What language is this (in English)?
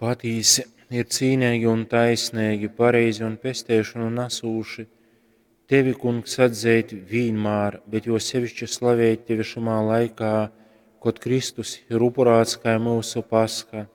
Latgalian